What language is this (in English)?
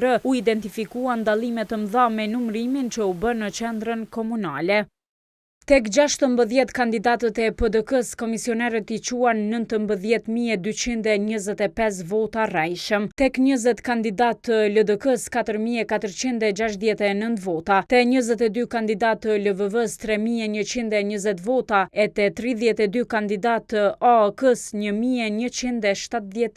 Albanian